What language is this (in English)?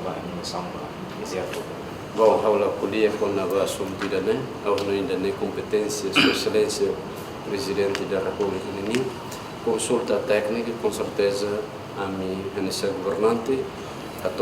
Tetum